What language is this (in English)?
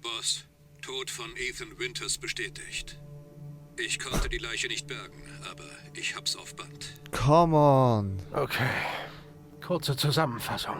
Swiss German